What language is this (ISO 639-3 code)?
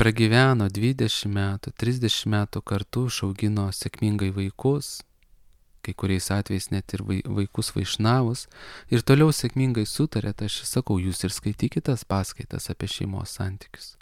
lit